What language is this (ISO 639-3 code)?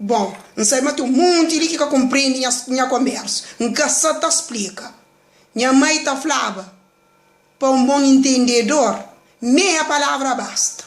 kea